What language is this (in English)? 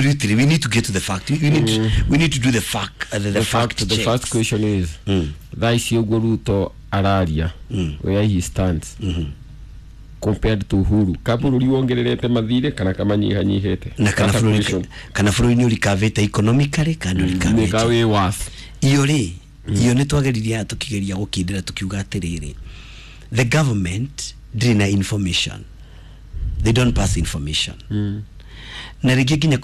Kikuyu